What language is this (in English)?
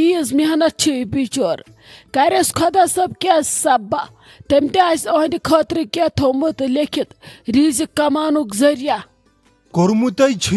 Kashmiri